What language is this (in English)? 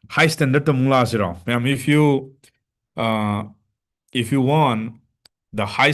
Manipuri